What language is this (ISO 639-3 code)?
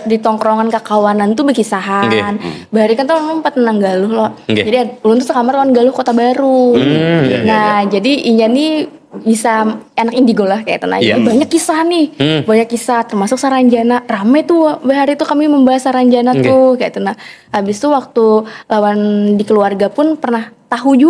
bjn